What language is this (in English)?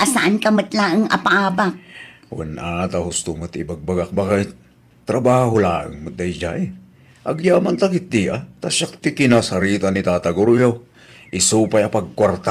Iloko